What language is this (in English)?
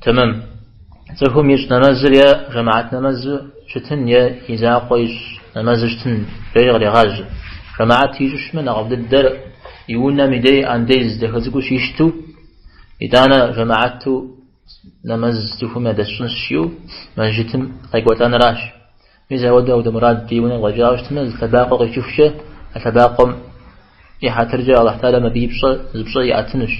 Kabardian